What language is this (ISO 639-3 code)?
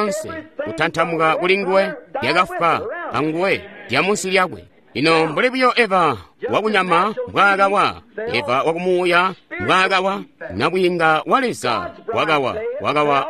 toi